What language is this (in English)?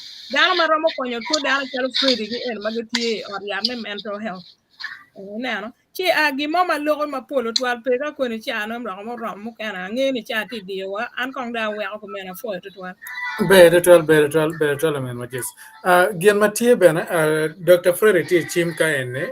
Acoli